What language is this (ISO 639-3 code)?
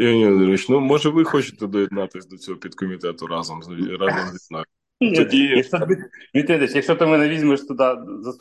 ukr